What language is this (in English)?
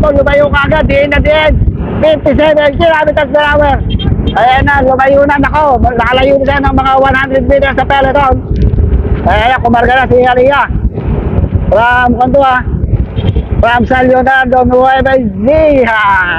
Filipino